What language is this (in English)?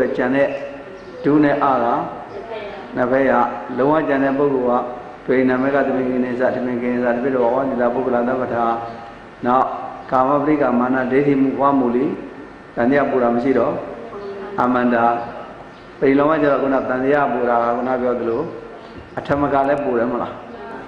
Burmese